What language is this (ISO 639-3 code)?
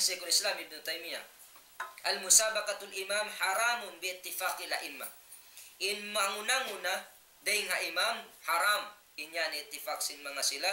tsg